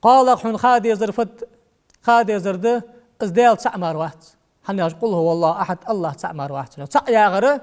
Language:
Ingush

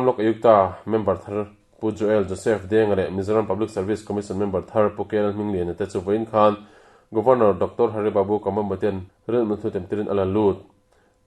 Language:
Mizo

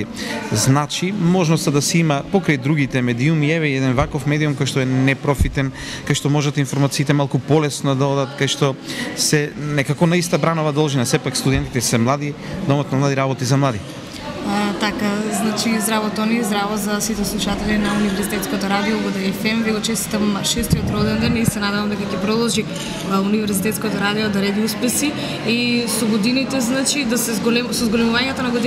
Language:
Macedonian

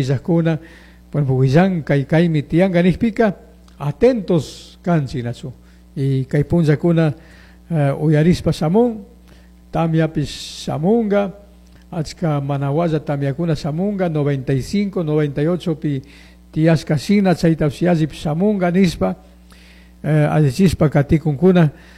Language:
Chimborazo Highland Quichua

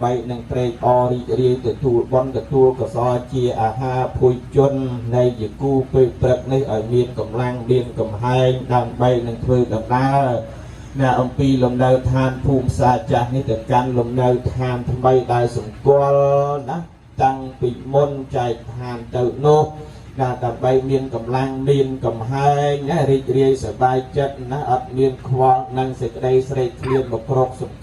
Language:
Khmer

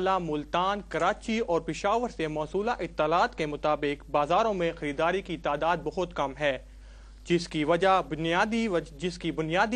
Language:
Urdu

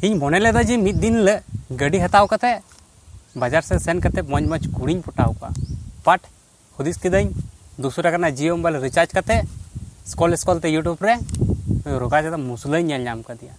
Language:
Santali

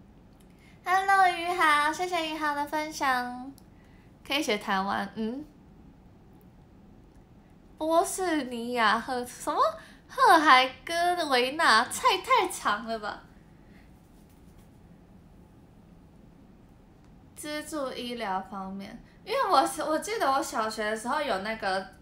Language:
Chinese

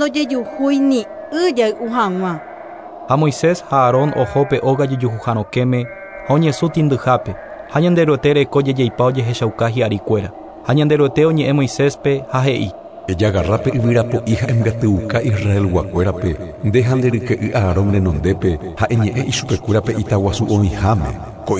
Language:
Guarani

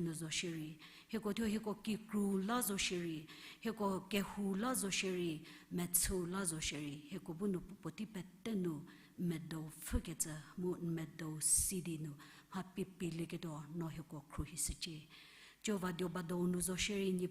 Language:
Angami Naga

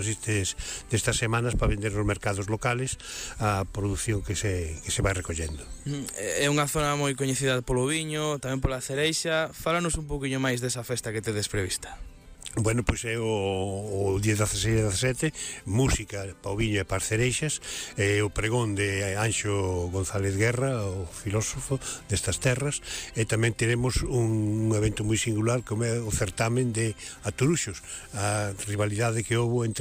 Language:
Galician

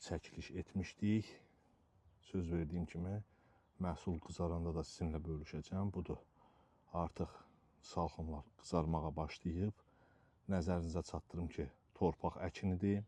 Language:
Azerbaijani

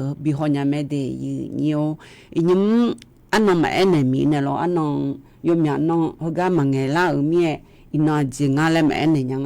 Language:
Akha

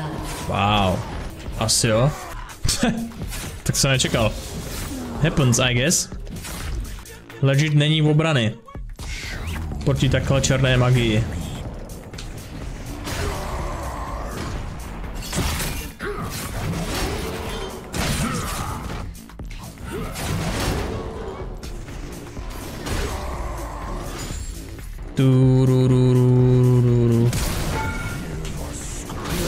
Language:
Czech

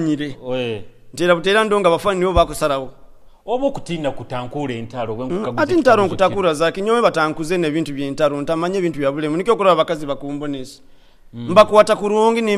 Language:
Nyoro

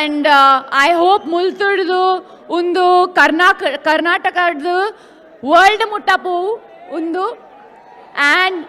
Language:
Tulu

